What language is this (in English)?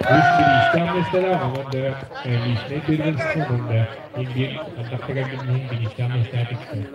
Yakut